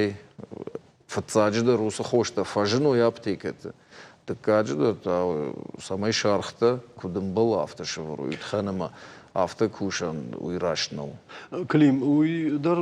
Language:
Ossetic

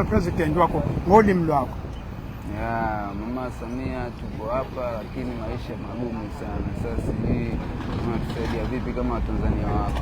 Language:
Zulu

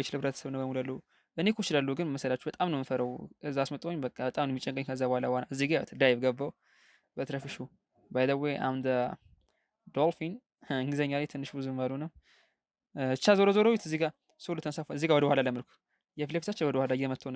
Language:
Amharic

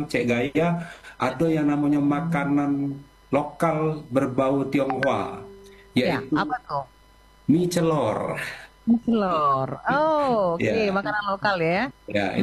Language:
Indonesian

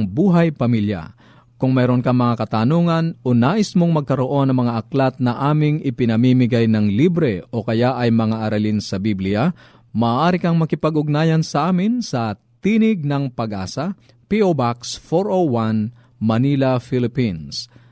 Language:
Filipino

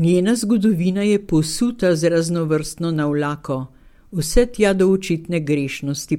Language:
Slovenian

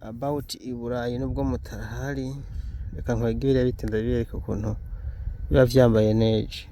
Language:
Rundi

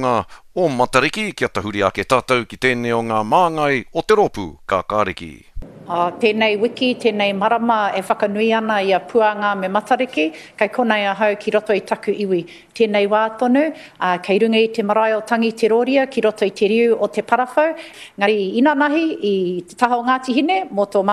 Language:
Māori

